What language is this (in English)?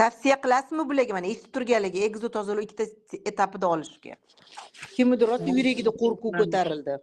Uzbek